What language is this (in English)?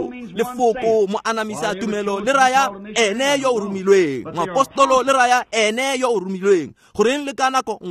Tswana